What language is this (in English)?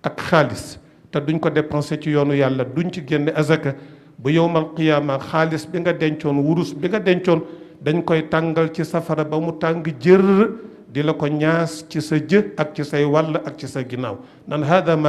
Wolof